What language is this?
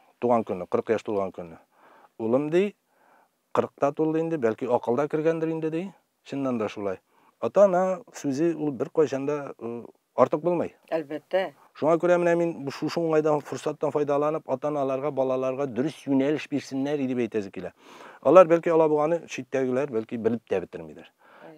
Tatar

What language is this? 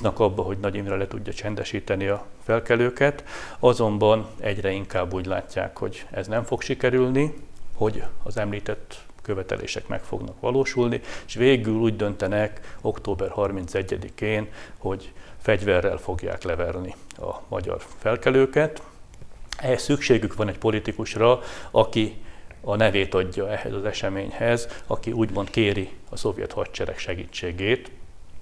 Hungarian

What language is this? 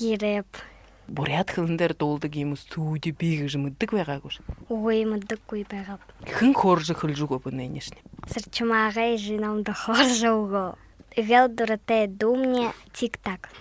Buriat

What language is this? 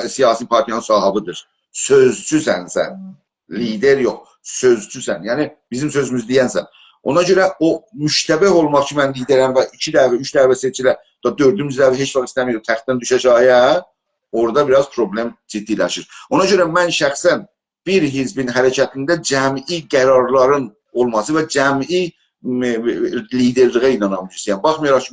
South Azerbaijani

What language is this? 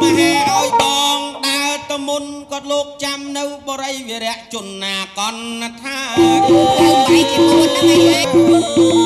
Khmer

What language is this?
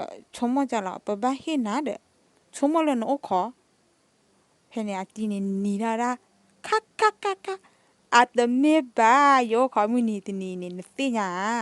S'gaw Karen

